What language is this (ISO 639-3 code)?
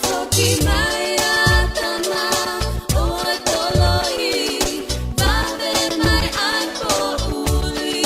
ton